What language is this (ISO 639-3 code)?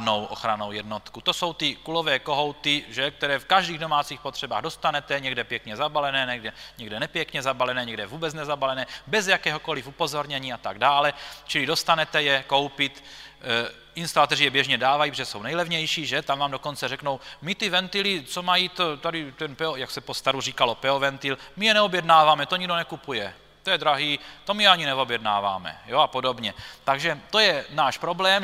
ces